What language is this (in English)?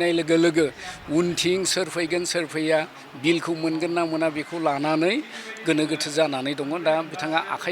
Bodo